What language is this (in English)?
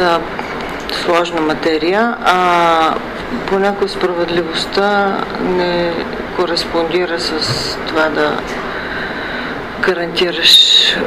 Bulgarian